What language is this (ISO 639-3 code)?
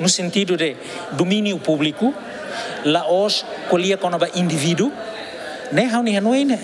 tet